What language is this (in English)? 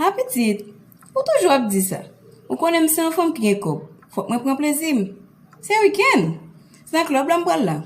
Haitian Creole